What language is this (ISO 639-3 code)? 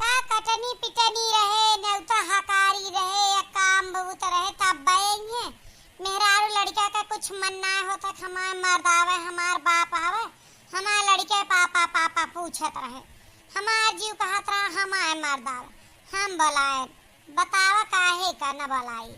awa